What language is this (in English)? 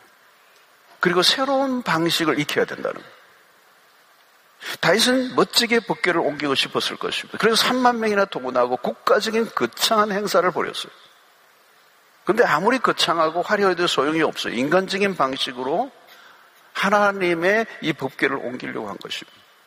Korean